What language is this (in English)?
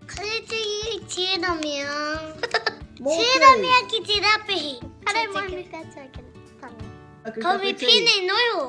Māori